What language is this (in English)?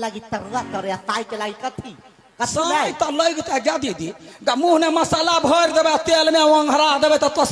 Maithili